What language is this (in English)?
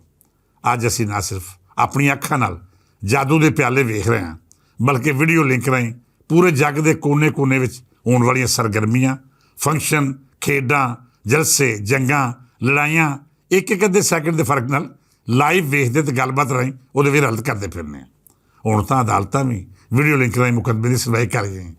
Western Panjabi